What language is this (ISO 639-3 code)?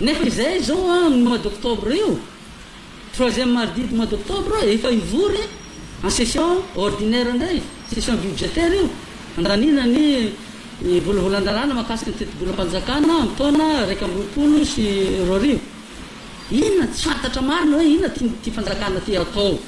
mlg